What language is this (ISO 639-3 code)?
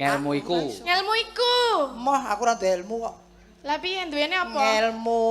jav